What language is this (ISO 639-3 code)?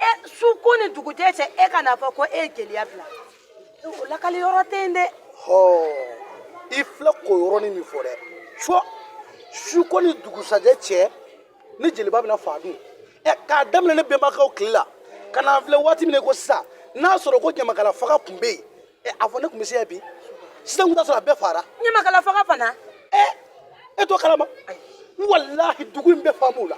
bam